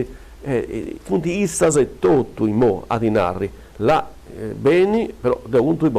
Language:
Sardinian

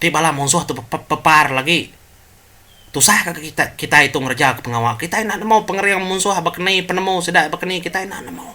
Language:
Iban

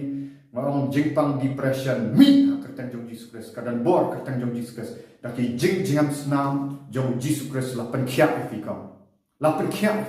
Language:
Khasi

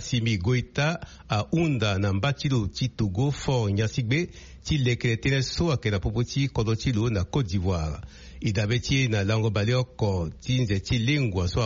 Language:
Sango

